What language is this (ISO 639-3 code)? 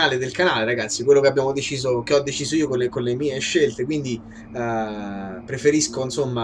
ita